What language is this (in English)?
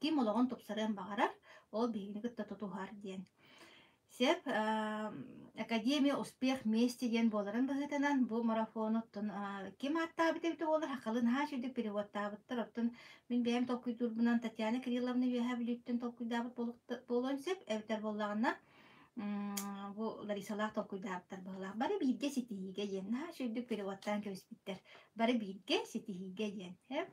Yakut